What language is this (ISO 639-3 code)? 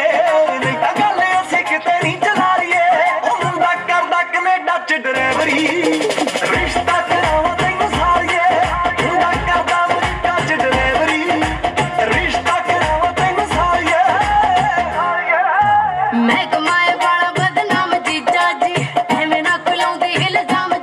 pan